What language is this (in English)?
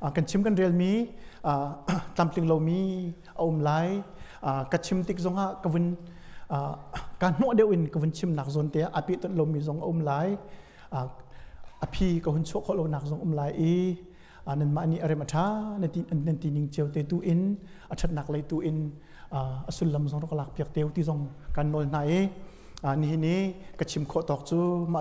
Hakha Chin